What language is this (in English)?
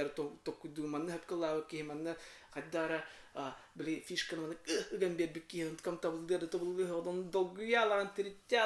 Yakut